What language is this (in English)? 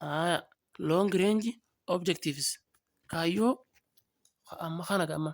Oromo